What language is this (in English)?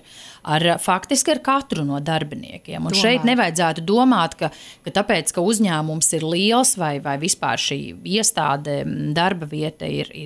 Latvian